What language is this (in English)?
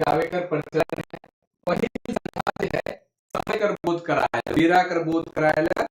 Sadri